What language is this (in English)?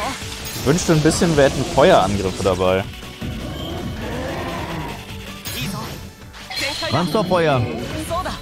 German